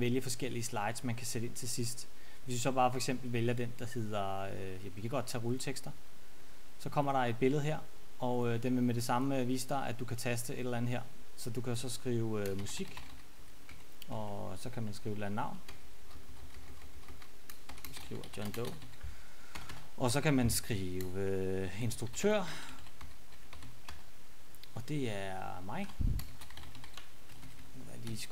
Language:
Danish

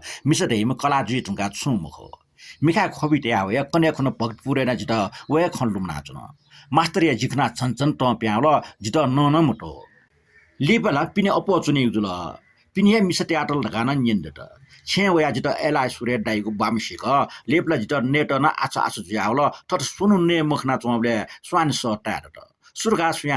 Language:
Newari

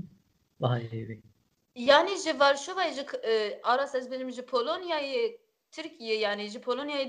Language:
Kurdish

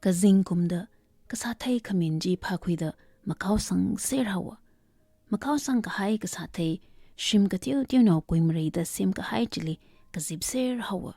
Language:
Tangkhul Naga (India)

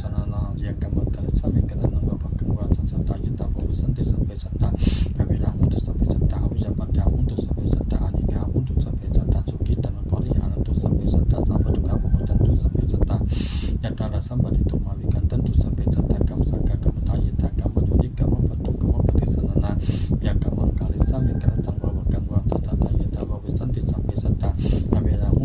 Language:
Pali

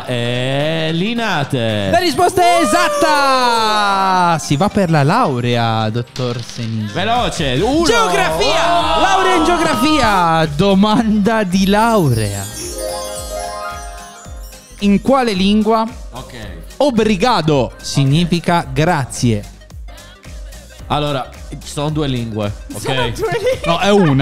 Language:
Italian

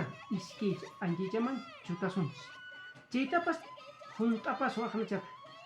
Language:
Quechua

